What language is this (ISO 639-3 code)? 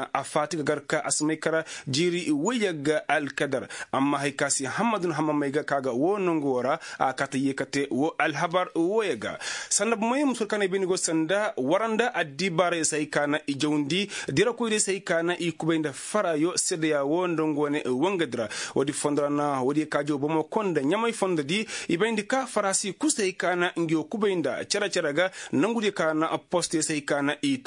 ses